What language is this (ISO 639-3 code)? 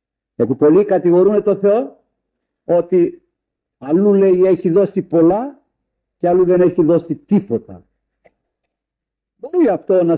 ell